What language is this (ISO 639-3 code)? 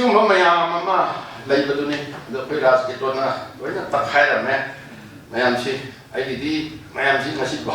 mni